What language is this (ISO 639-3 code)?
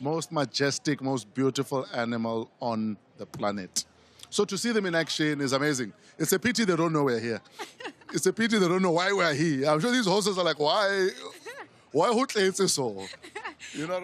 ven